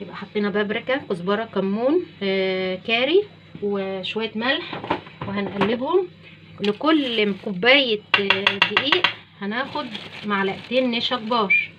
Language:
Egyptian Arabic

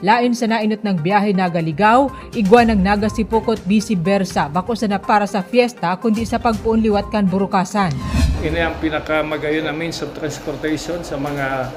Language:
Bikol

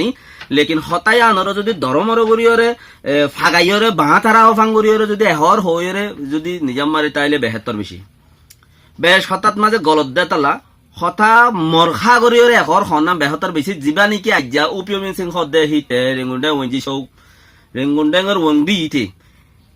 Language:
Rohingya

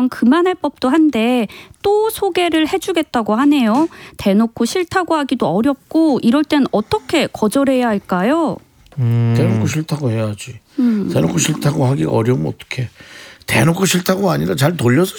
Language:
Korean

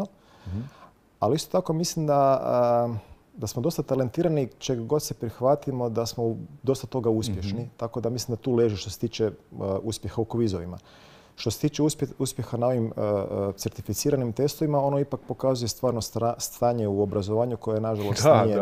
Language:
Croatian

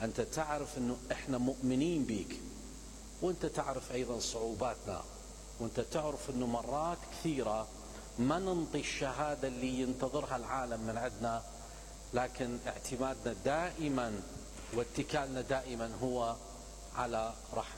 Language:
Mesopotamian Arabic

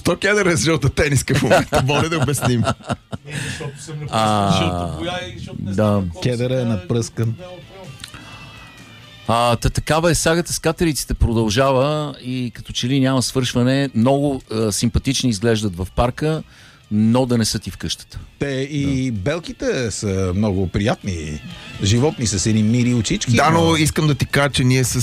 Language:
Bulgarian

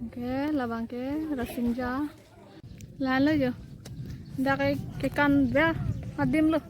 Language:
Karbi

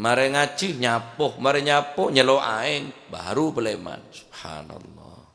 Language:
Madurese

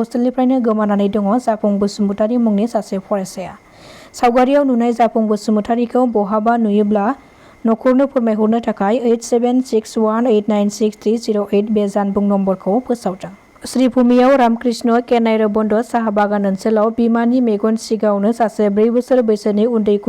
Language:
Bodo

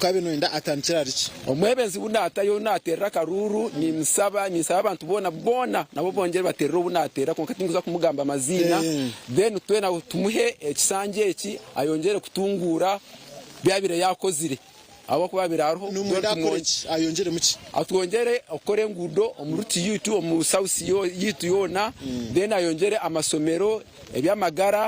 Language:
Nyankole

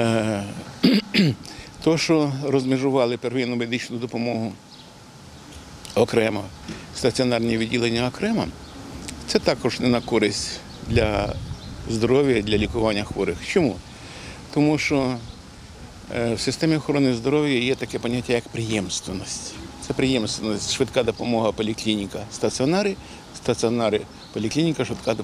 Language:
Ukrainian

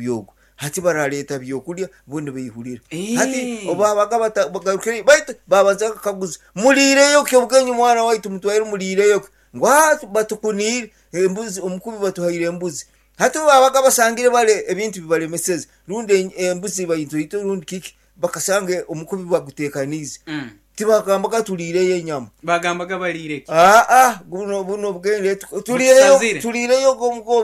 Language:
Nyankole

